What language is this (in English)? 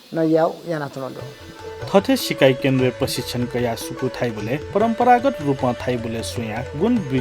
Newari